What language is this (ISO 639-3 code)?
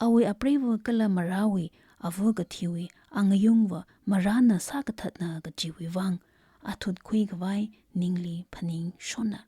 nmf